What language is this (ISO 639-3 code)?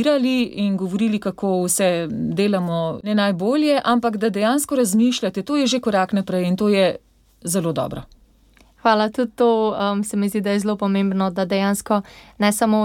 slv